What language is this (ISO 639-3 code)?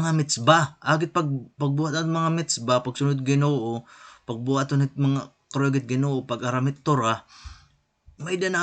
war